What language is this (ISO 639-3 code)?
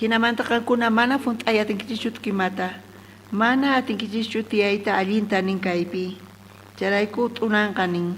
quh